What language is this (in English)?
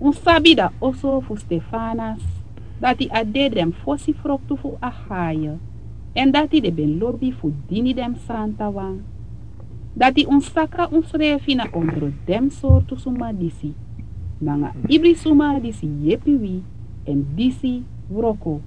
Sranan Tongo